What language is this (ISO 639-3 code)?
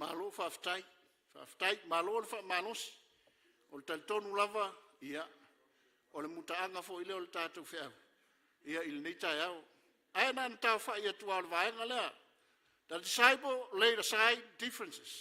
smo